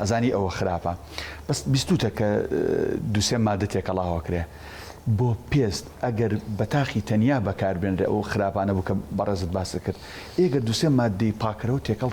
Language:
Central Kurdish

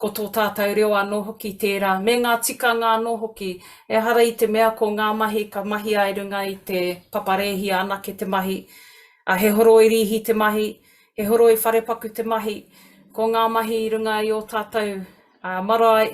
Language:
Māori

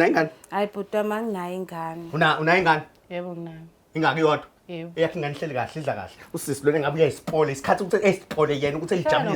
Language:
Zulu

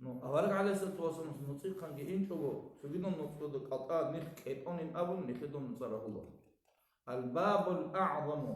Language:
Avaric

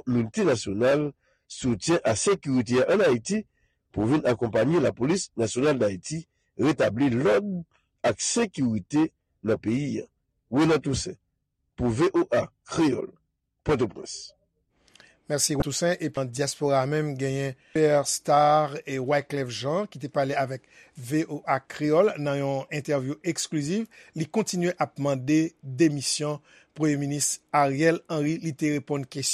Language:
Haitian Creole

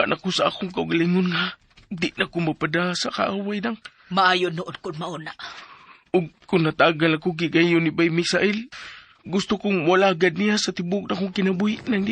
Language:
Cebuano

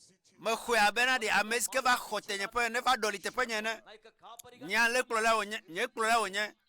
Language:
Ewe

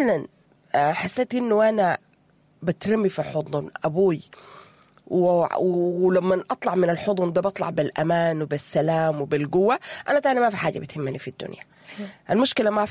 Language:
Sudanese Arabic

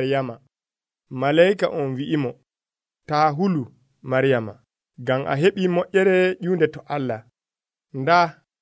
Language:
Nigerian Fulfulde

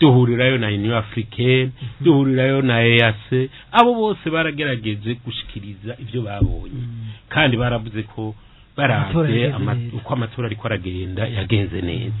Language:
Rundi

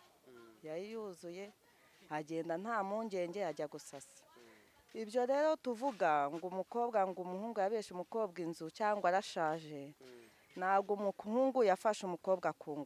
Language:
Kinyarwanda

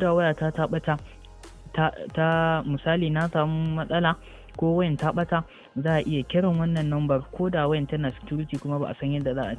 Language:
Hausa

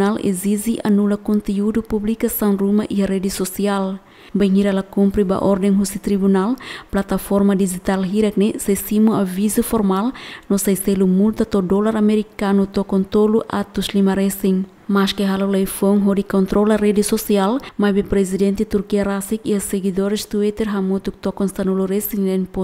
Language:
Tetum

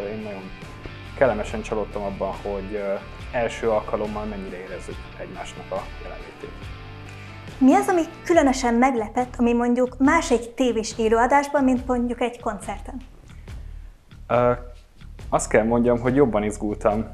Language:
Hungarian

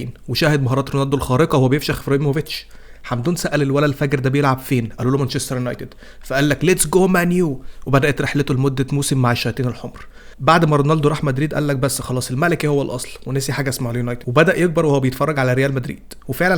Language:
Egyptian Arabic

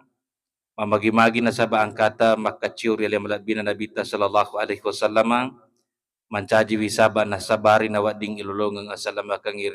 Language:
Buginese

